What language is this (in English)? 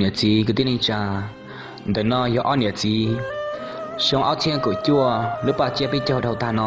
Hmong